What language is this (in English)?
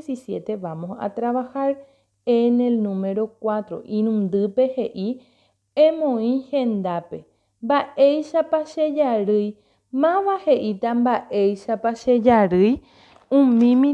Guarani